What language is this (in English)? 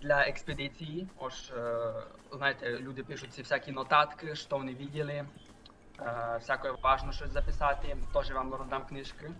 Rusyn